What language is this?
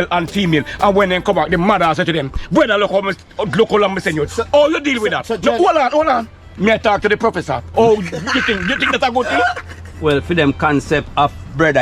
Jamaican Creole English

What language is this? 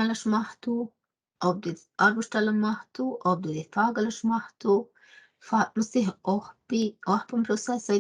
Northern Sami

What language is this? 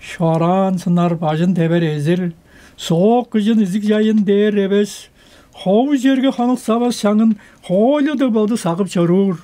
Tuvinian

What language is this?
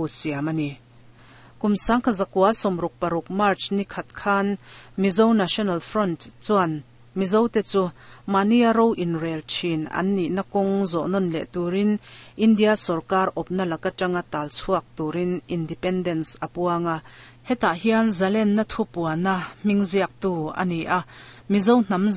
Mizo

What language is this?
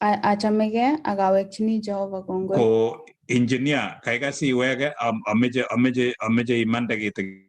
Kalenjin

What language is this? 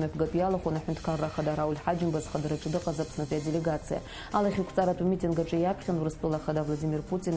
Abkhazian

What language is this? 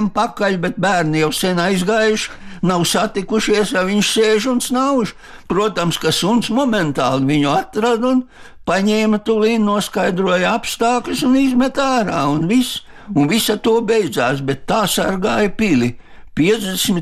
Latvian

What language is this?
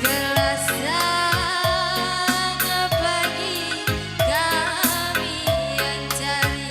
Batak Karo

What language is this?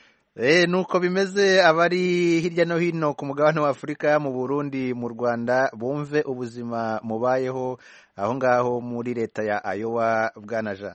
Kinyarwanda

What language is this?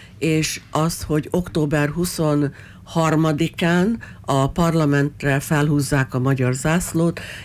Hungarian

